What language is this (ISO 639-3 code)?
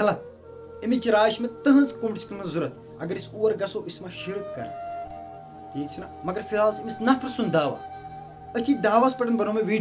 kas